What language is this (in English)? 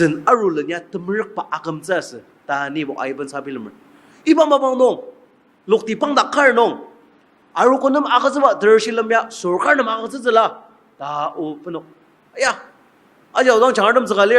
Ao Naga